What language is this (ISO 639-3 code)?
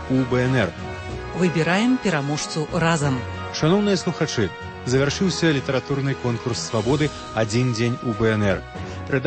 bel